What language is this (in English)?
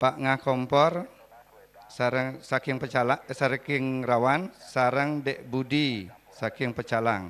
Balinese